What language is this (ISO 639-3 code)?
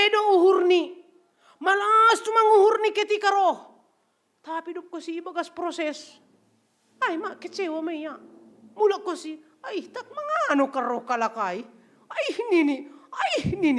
bts